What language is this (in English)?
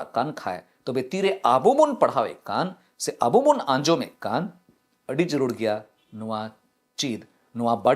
Santali